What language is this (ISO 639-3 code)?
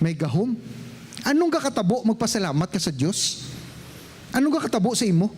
hil